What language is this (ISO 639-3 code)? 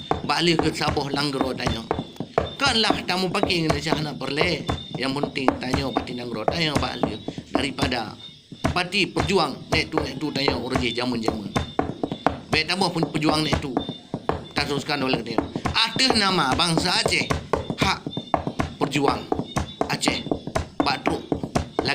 ace